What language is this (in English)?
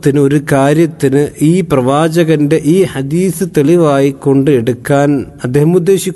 Malayalam